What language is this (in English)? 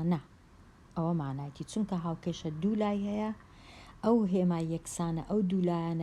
Central Kurdish